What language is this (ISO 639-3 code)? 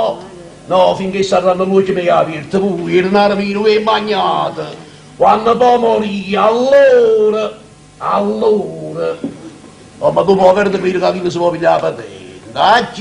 nap